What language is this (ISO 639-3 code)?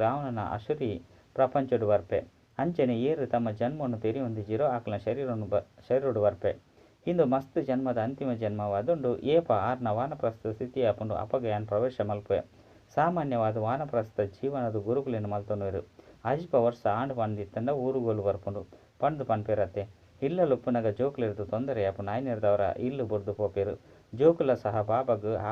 tcy